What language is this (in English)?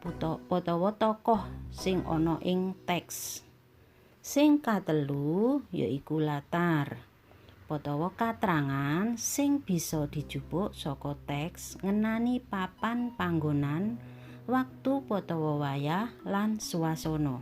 Javanese